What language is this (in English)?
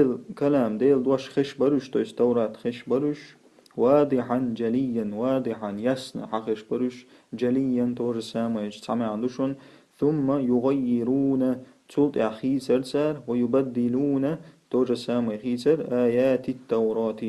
Chechen